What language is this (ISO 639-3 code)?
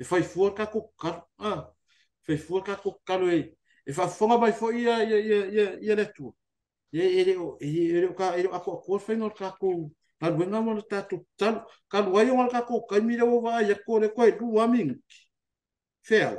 smo